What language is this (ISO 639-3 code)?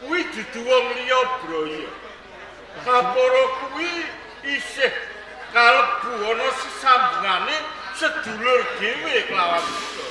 jav